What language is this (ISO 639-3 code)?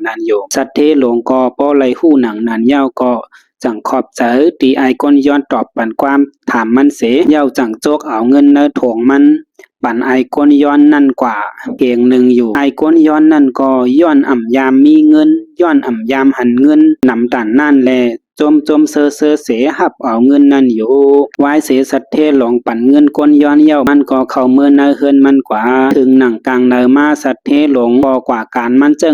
shn